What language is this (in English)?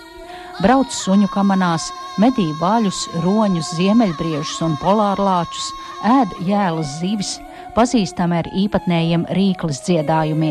Latvian